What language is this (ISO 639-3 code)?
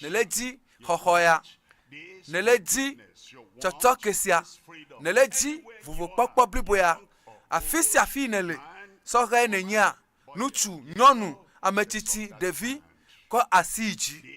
ewe